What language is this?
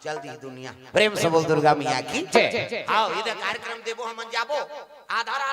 Chhattisgarhi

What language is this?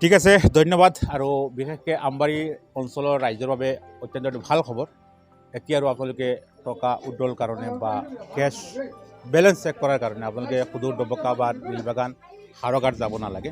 Assamese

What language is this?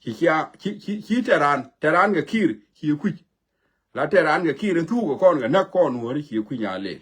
Nuer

